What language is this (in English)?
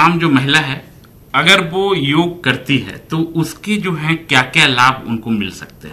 Hindi